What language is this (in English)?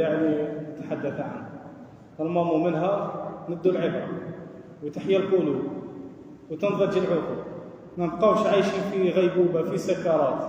Algerian Arabic